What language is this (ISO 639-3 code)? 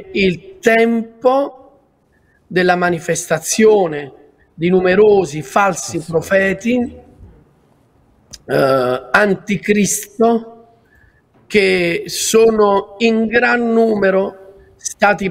ita